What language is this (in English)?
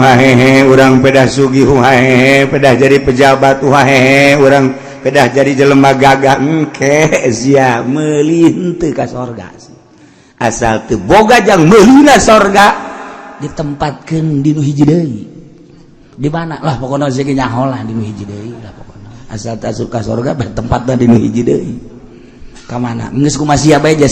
Sundanese